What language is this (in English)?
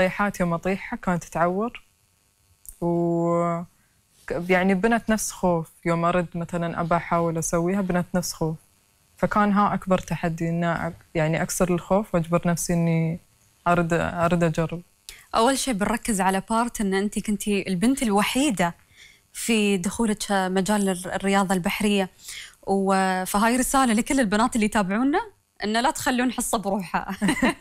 Gulf Arabic